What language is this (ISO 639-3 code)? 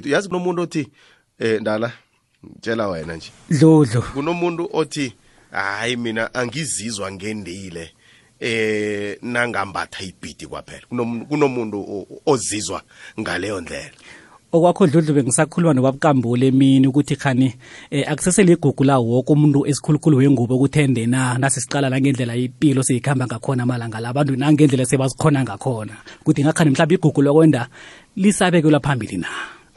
nbl